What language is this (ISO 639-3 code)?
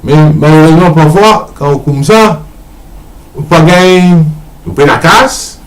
mfe